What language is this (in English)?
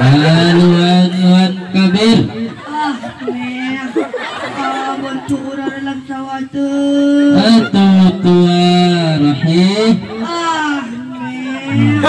Minangkabau